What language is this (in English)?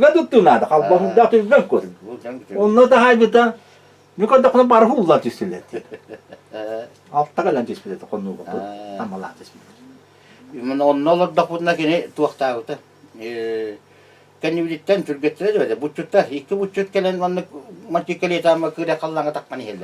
Yakut